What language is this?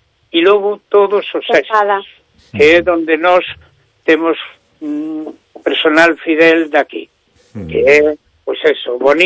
Galician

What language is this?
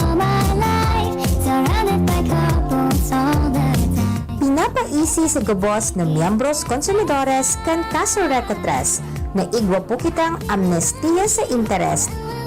Bikol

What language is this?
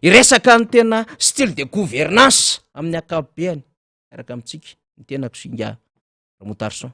Malagasy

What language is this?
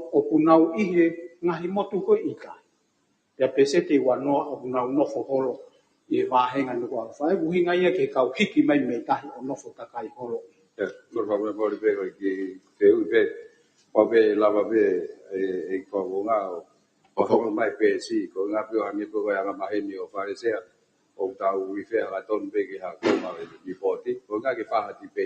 Tongan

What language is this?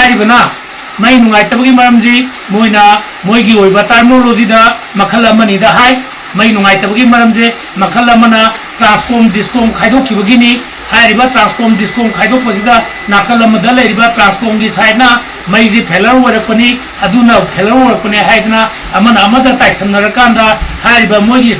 Manipuri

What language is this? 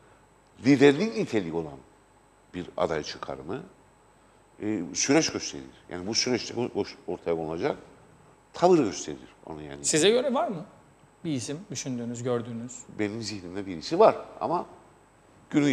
Turkish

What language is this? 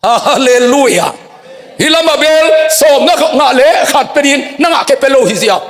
Tedim Chin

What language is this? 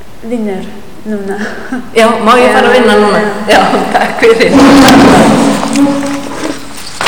Icelandic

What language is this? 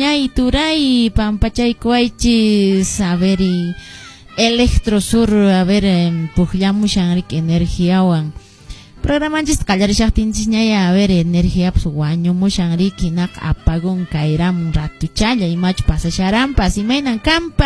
Quechua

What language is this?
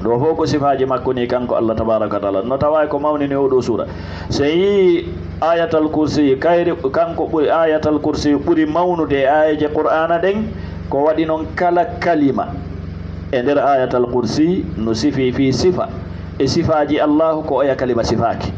Fula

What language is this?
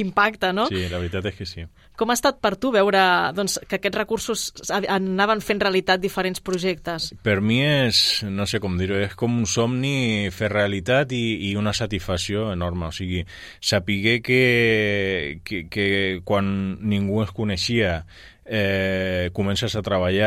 Catalan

